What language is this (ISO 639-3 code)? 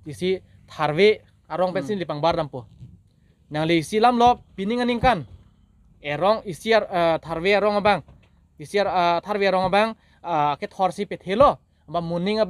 mjw